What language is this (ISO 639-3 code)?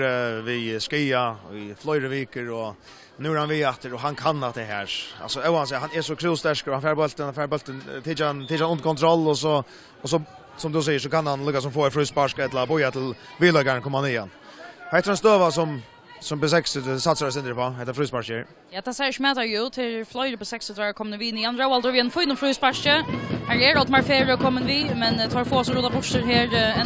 fao